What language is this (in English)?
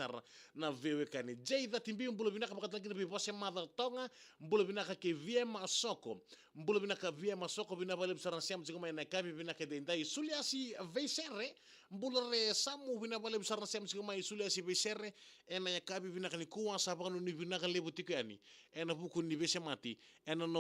Fijian